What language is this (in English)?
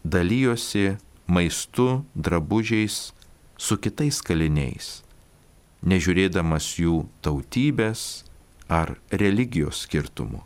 Lithuanian